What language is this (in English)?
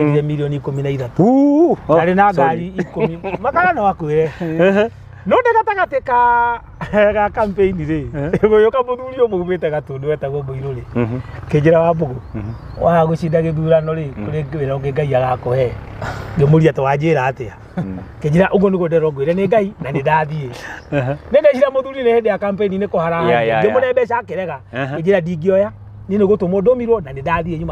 Kikuyu